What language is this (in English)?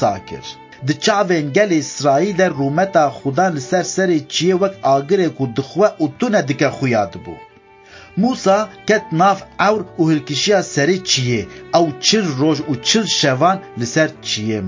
Kurdish